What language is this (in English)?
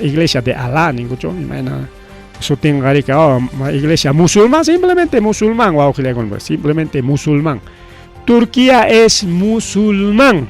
Ayacucho Quechua